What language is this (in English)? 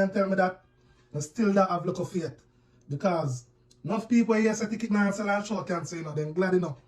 Jamaican Creole English